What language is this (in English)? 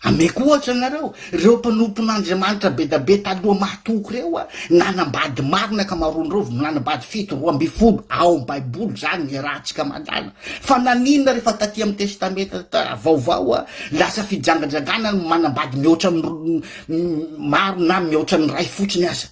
Malagasy